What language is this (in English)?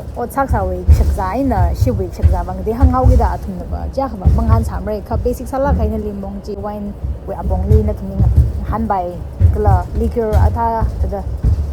Tangkhul Naga (India)